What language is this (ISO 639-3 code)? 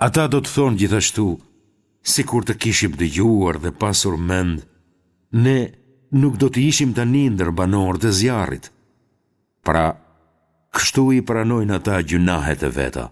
sqi